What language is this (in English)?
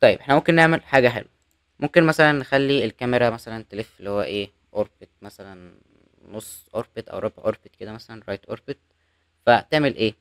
Egyptian Arabic